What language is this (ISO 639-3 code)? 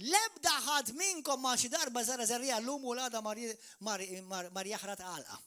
mlt